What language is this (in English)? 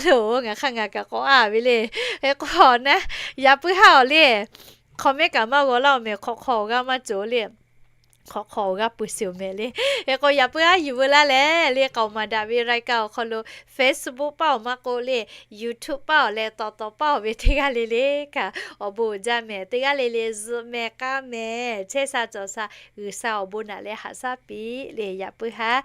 Lahu